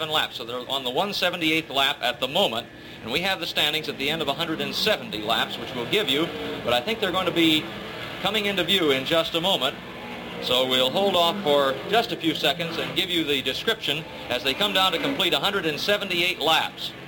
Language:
English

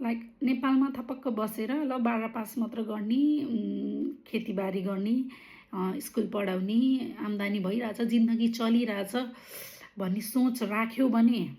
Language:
Nepali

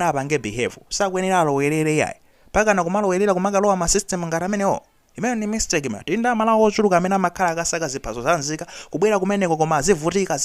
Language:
Nyanja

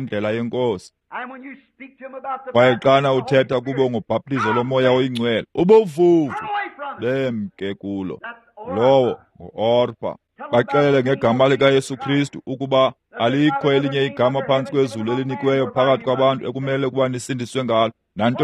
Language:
Xhosa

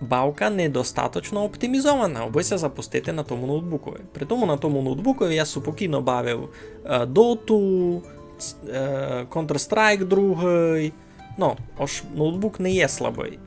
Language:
Rusyn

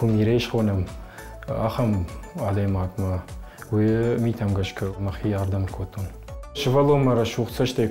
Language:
Ossetic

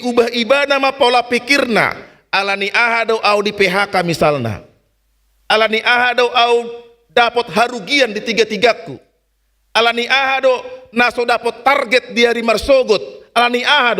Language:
Batak Toba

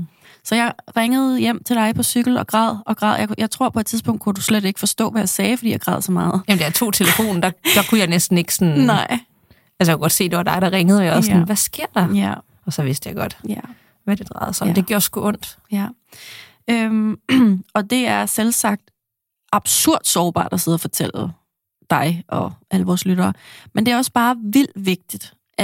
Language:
Danish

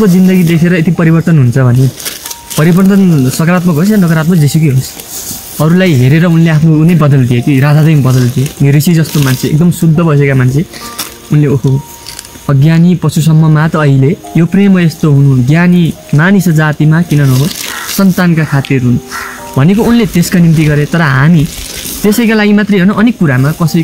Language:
Nepali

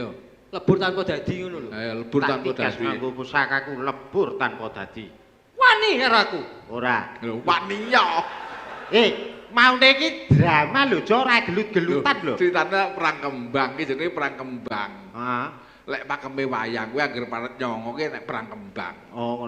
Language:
Javanese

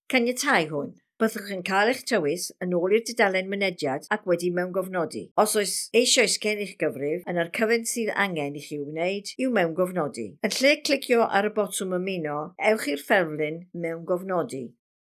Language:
Welsh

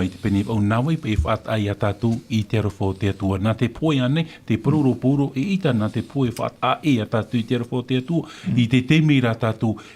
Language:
Tahitian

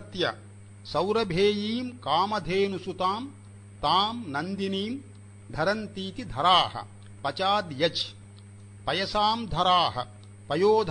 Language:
Sanskrit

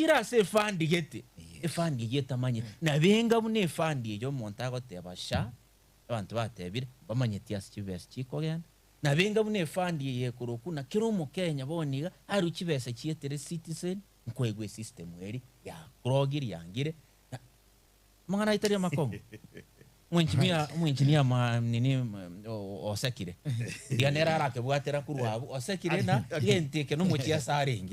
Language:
Gusii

